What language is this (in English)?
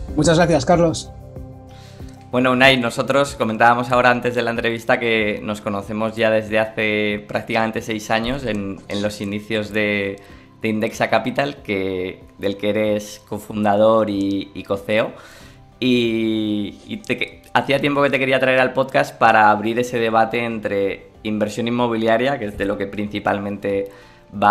Spanish